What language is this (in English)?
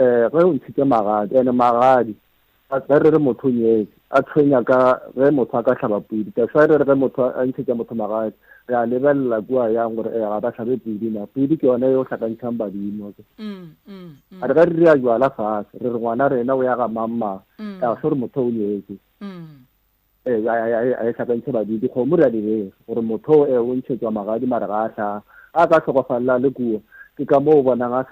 Northern Sotho